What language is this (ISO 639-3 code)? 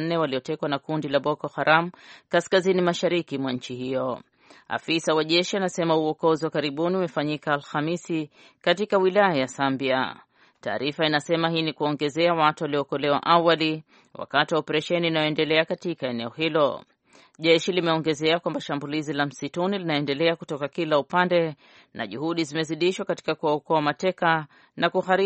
swa